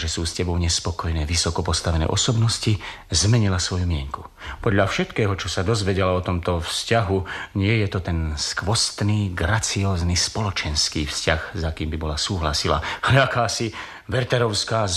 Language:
Slovak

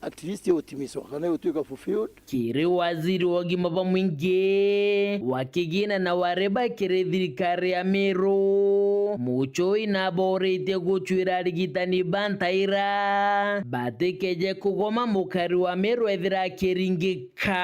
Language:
Meru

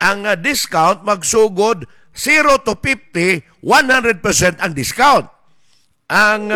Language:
Cebuano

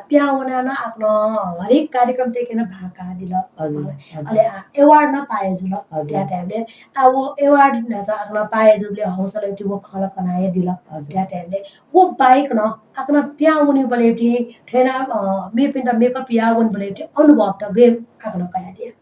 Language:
Newari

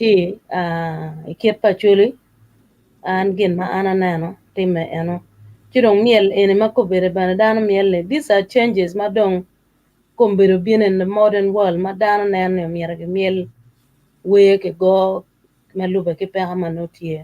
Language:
Acoli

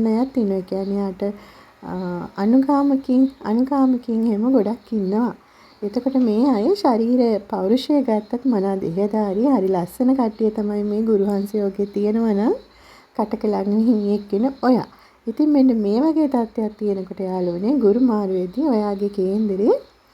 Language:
Sinhala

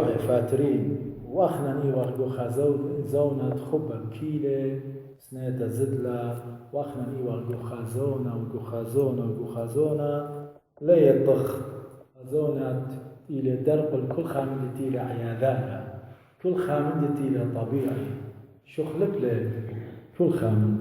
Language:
Assyrian Neo-Aramaic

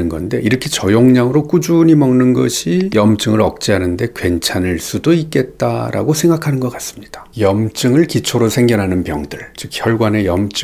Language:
Korean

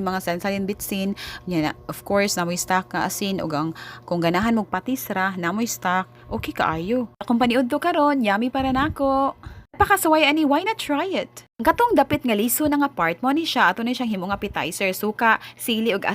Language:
Cebuano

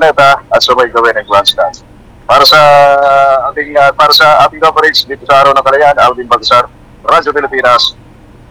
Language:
Filipino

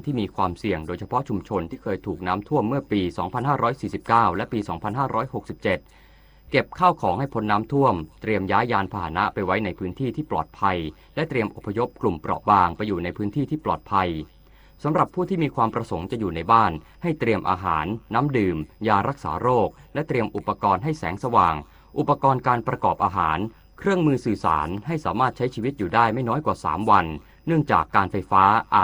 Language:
Thai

